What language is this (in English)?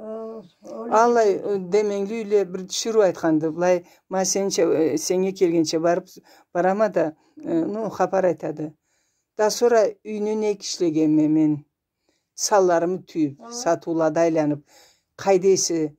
Karachay-Balkar